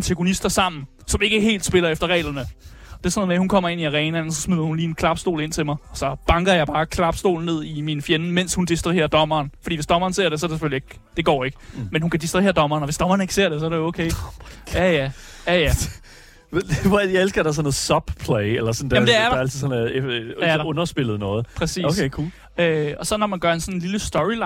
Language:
Danish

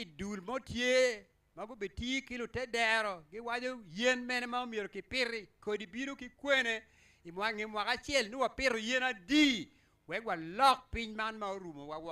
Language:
Acoli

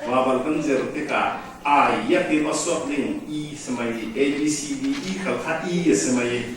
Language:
Falam Chin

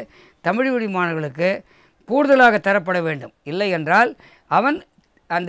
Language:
Tamil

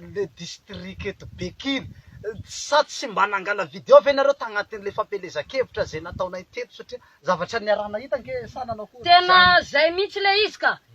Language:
Malagasy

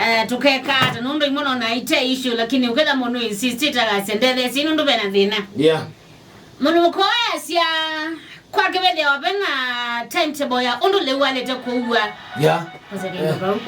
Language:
Kamba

